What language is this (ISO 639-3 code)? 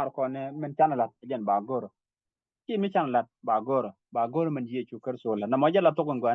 nus